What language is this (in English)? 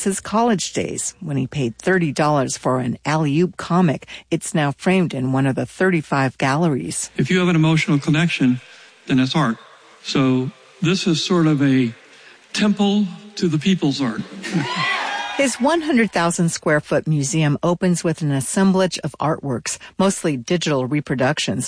English